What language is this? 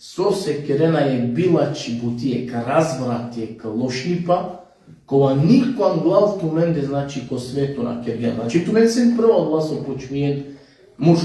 Balkan Romani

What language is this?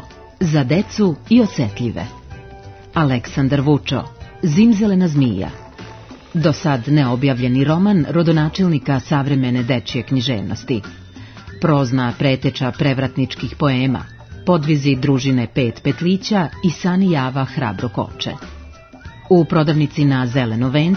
Serbian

